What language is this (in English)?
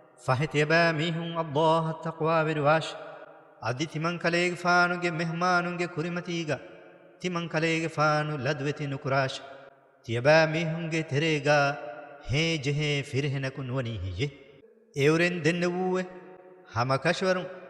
Divehi